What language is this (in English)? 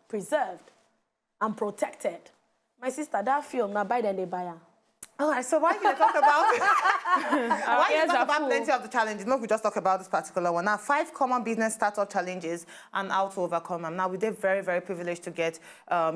Nigerian Pidgin